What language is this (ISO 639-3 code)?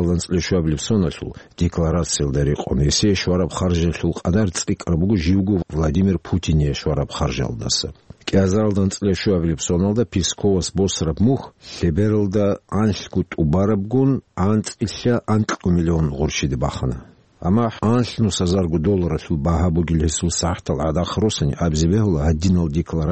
ava